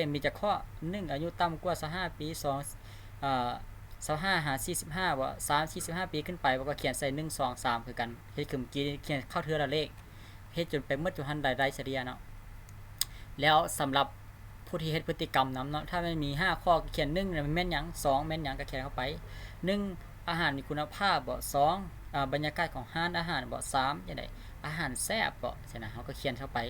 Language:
Lao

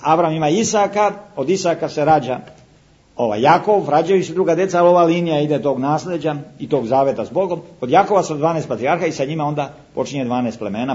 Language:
Serbian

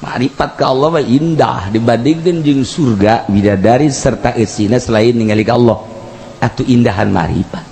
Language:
Sundanese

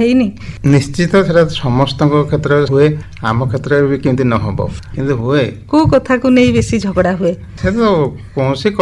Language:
Odia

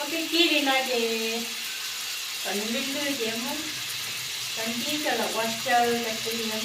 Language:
Hmong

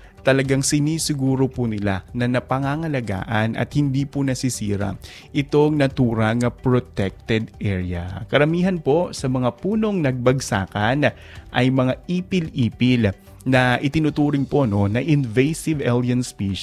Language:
Filipino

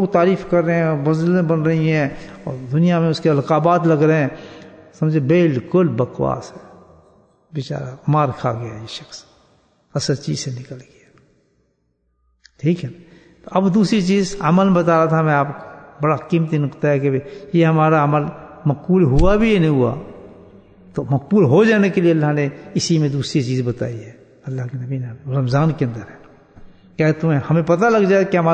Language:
Urdu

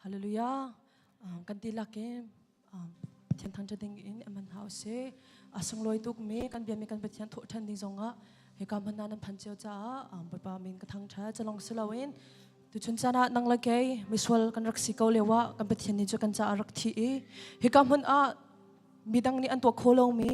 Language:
Hakha Chin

